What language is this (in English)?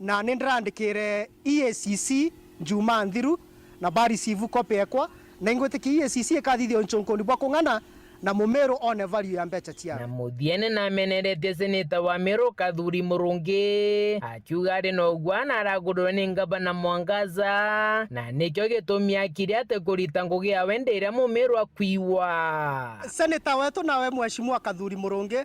Meru